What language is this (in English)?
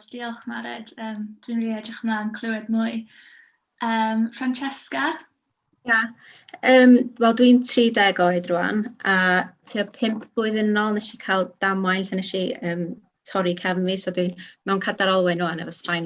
Welsh